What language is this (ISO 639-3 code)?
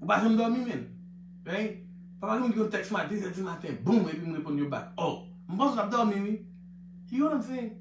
hat